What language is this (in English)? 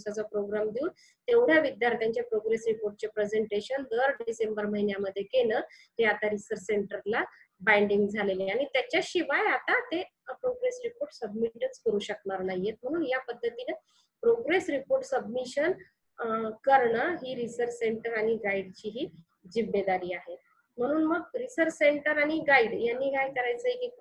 Marathi